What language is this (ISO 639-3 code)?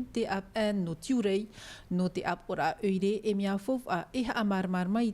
tah